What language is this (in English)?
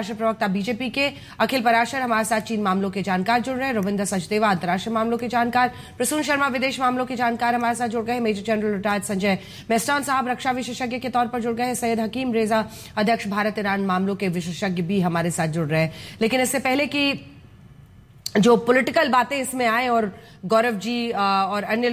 Hindi